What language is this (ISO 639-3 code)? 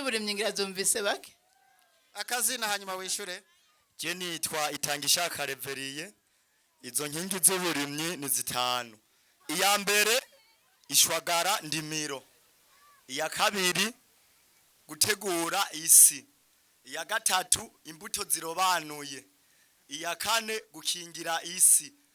run